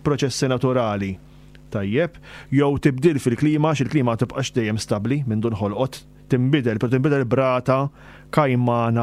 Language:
Maltese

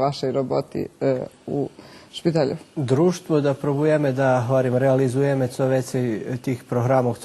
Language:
Rusyn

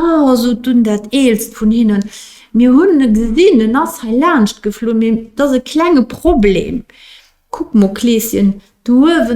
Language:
Luxembourgish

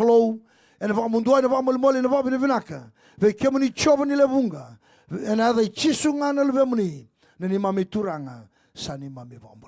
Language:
Fijian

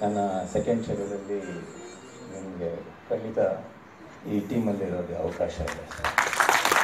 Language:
Kannada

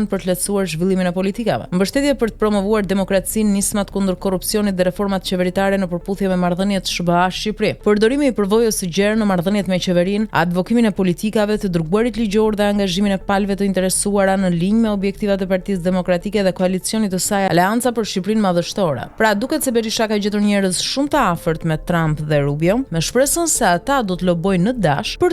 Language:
Albanian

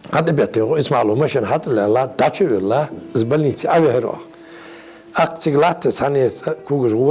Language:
Ingush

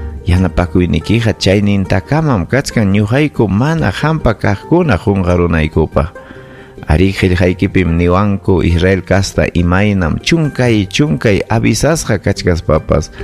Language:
Ayacucho Quechua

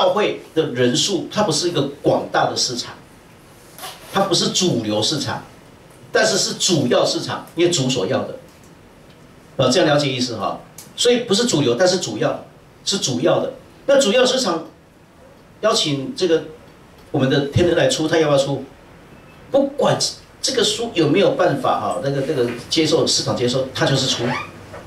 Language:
Chinese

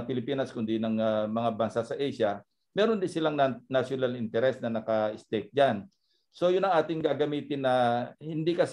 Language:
Filipino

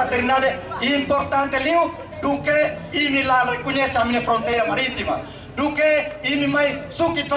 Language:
Tetum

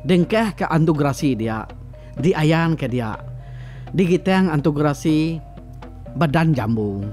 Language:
Iban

